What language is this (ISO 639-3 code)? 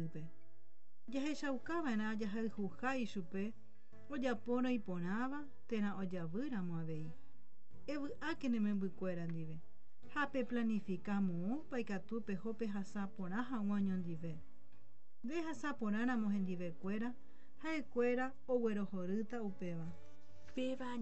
grn